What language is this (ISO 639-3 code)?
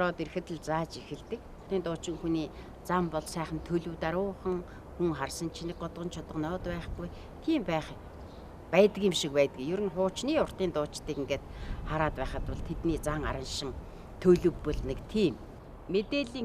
mon